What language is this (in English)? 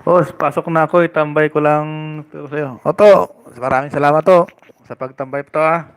Hiligaynon